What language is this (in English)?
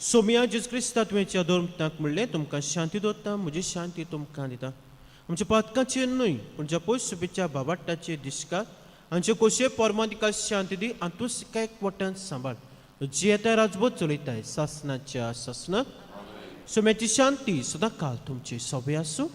Konkani